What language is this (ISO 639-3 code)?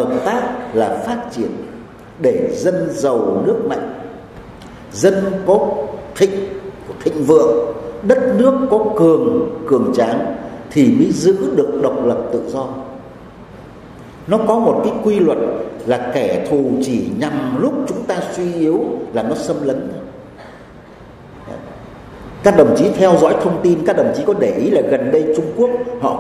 vie